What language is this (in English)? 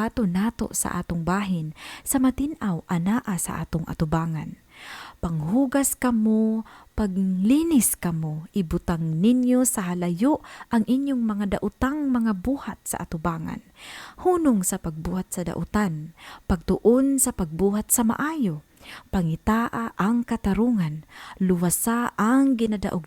Cebuano